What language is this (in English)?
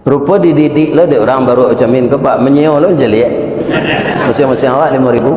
Minangkabau